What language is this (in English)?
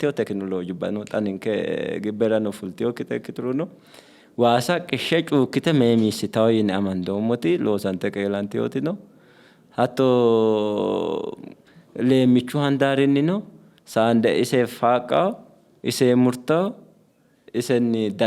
Sidamo